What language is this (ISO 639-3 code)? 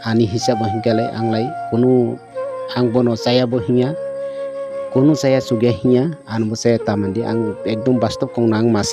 trp